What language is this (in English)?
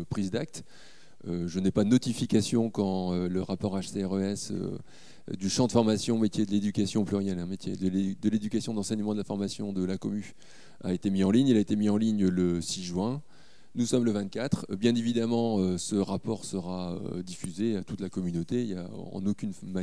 French